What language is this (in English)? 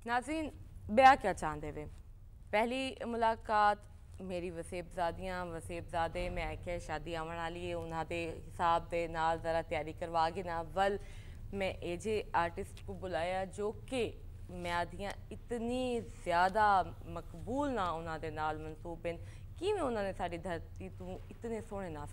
Saraiki